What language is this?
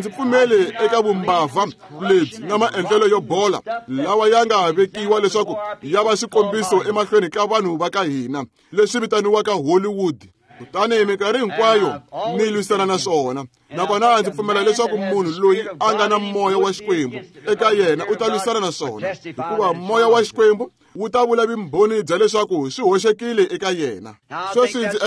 Tsonga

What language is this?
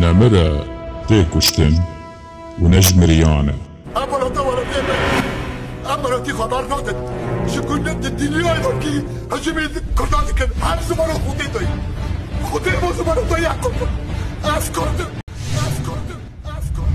Kurdish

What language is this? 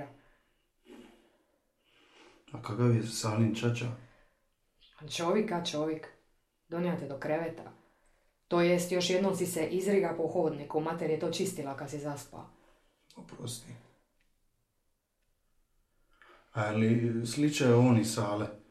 Croatian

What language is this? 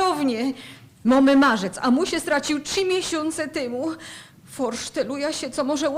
Silesian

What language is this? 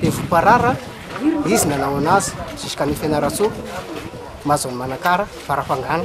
Malagasy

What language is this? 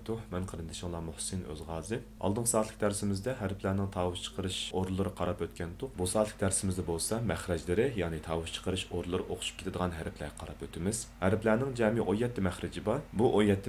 Uyghur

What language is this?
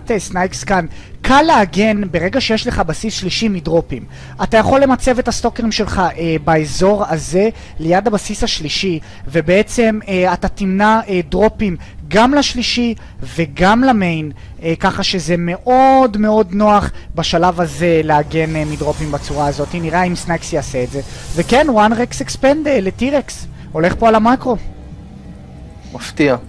Hebrew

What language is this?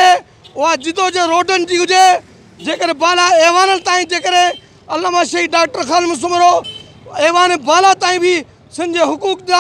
Sindhi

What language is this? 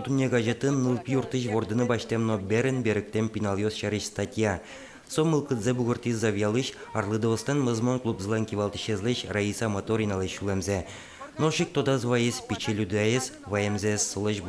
Udmurt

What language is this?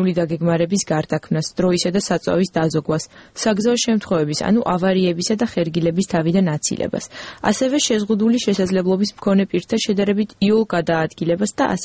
Georgian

